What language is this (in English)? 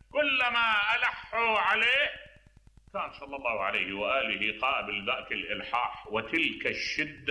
Mesopotamian Arabic